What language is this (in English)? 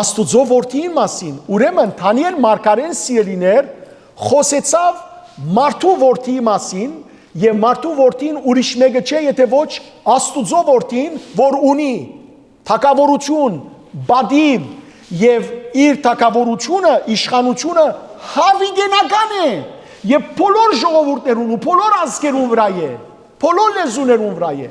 Western Armenian